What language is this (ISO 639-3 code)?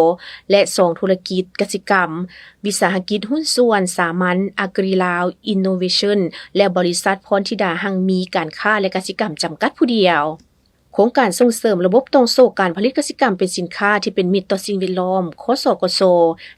lao